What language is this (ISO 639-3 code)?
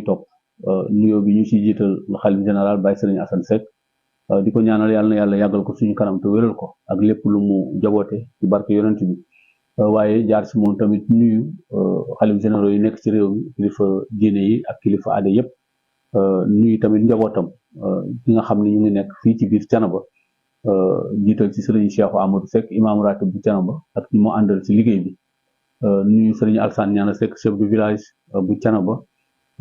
wol